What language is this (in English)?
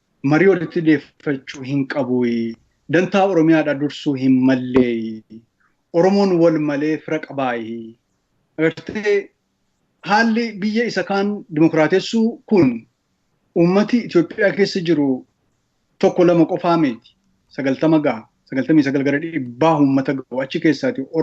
Oromo